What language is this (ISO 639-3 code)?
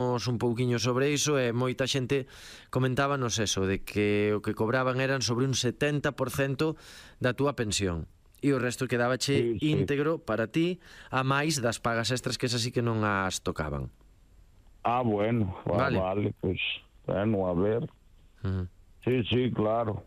glg